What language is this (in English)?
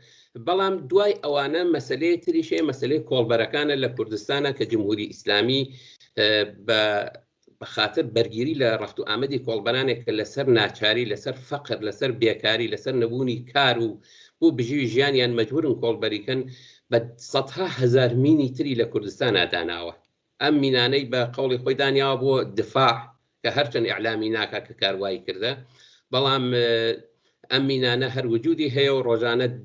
Central Kurdish